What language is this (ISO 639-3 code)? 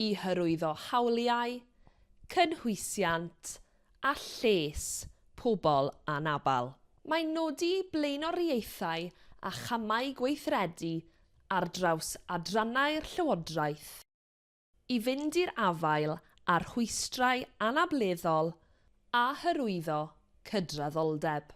cym